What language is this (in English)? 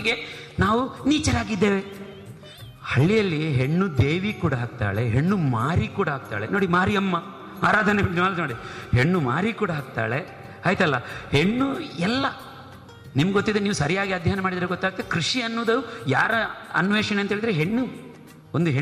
Kannada